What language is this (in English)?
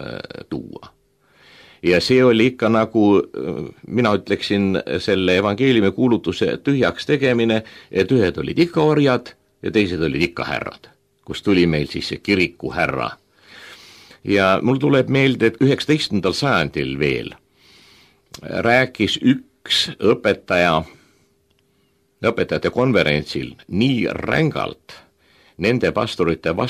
Estonian